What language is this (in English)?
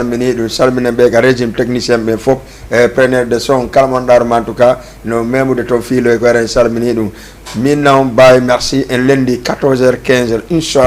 Fula